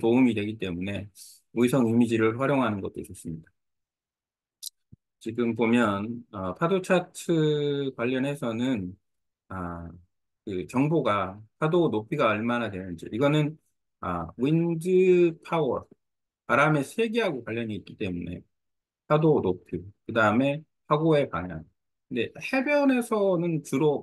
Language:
Korean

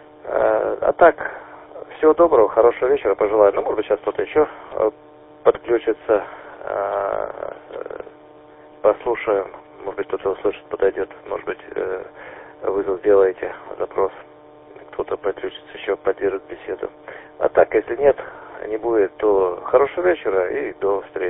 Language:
Russian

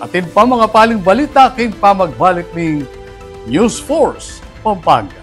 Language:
Pampanga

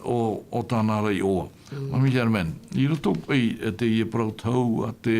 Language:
Tahitian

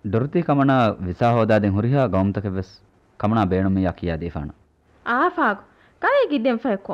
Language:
Divehi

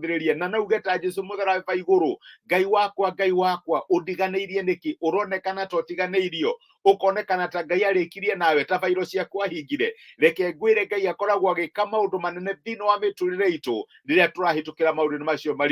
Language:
Kikuyu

